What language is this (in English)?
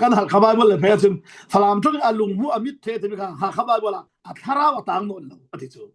Falam Chin